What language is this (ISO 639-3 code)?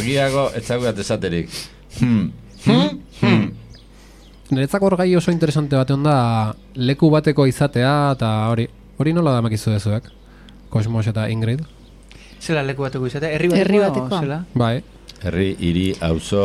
eus